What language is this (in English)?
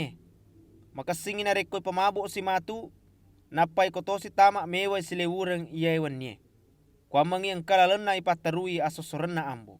Buginese